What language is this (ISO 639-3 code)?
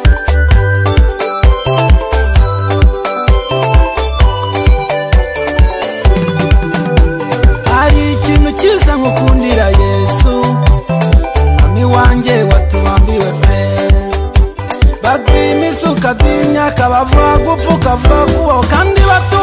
kin